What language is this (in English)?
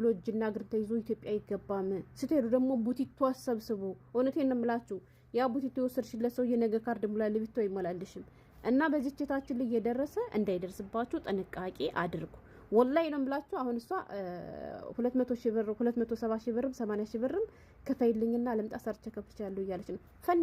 Amharic